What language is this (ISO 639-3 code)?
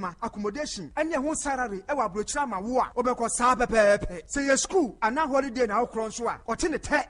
aka